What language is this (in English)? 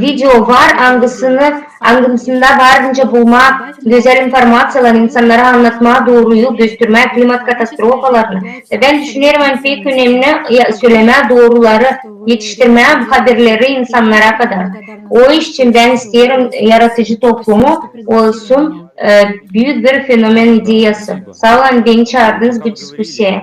Gagauz